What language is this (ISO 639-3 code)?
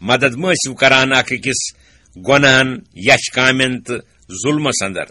kas